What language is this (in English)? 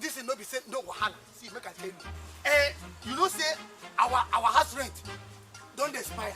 Nigerian Pidgin